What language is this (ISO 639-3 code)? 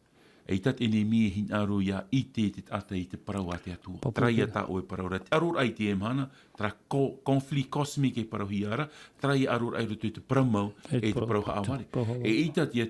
tah